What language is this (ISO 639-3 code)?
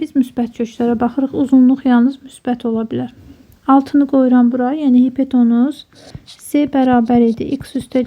aze